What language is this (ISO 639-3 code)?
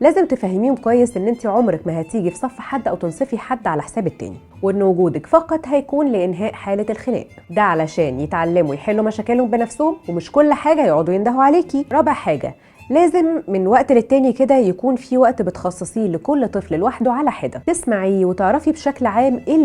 arz